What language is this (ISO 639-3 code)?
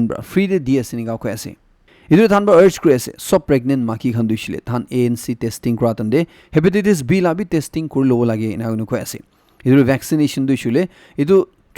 nag